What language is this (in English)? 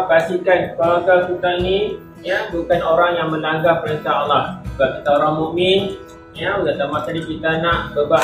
Malay